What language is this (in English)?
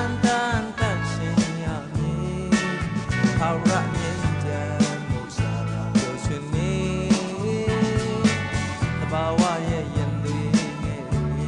Burmese